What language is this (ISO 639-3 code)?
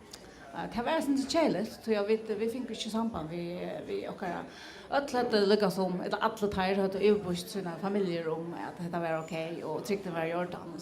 fao